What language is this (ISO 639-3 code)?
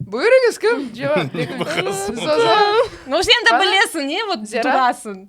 crh